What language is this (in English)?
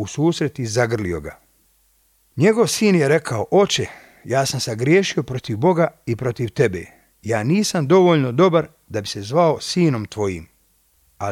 Serbian